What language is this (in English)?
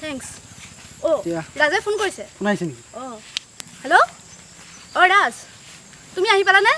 Assamese